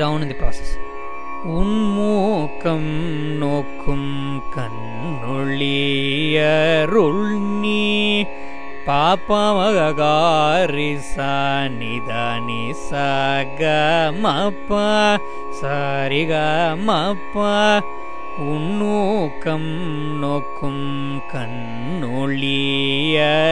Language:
Tamil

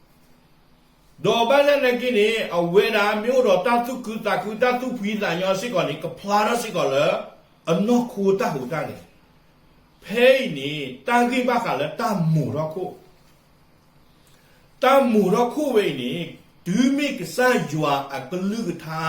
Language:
S'gaw Karen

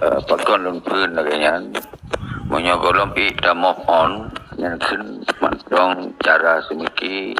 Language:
Achinese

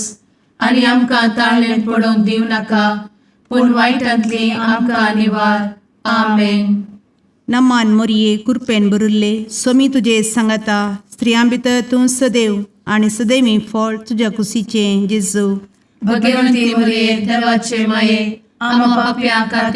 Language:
Konkani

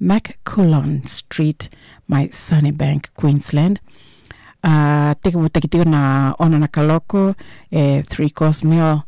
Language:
Fijian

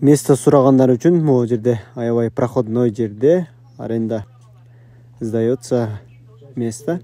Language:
Kyrgyz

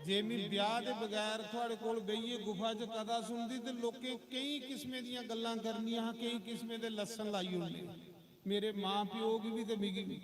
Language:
Dogri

